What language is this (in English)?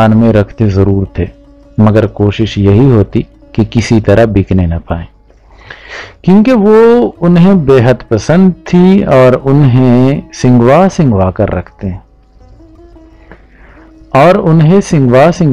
Urdu